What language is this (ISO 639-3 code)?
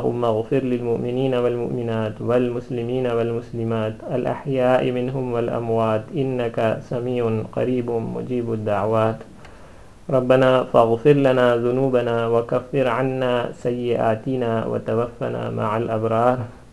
urd